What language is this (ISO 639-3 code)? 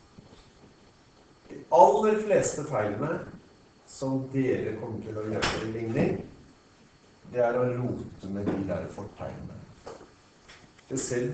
nor